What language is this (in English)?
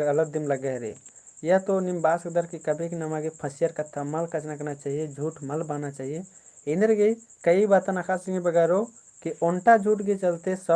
Kurukh